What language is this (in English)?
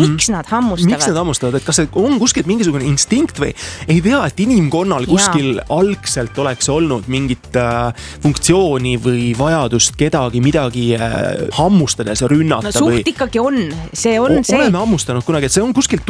Estonian